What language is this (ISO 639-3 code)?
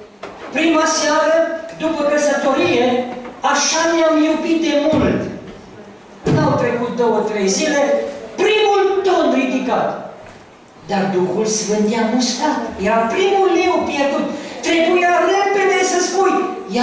ron